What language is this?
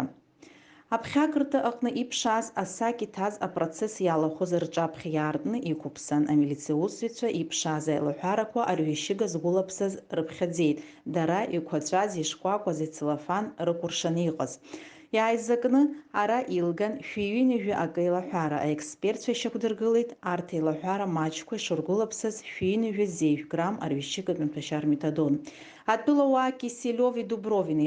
Abkhazian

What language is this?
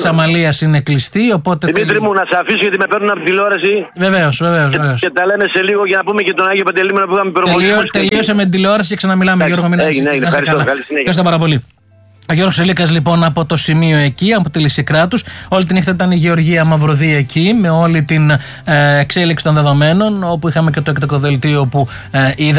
Greek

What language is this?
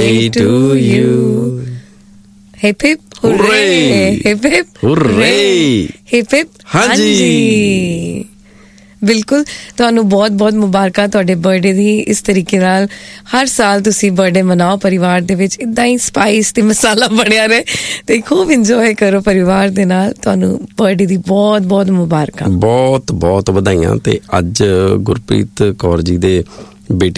Punjabi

